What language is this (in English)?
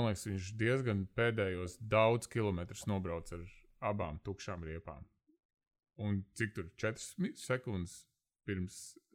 Latvian